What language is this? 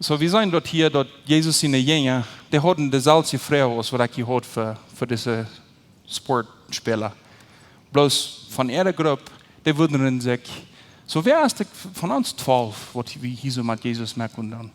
Plautdietsch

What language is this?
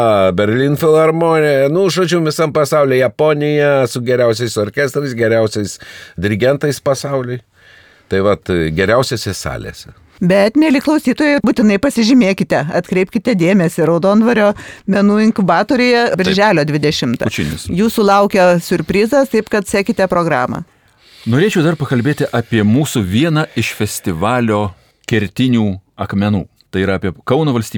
Lithuanian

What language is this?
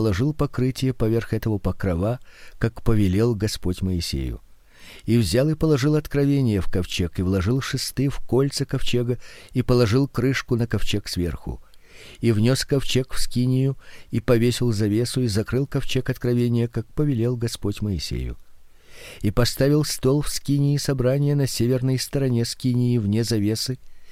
Russian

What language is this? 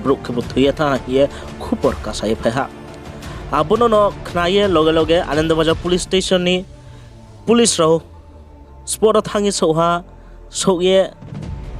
Riang (India)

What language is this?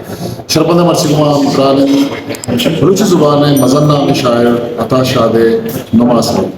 Eastern Balochi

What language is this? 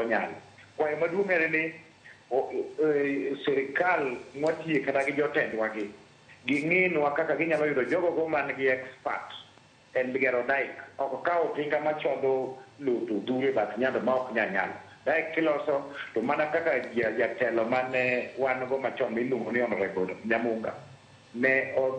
Luo (Kenya and Tanzania)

